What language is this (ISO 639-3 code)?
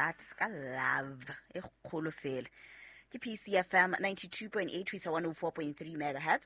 sot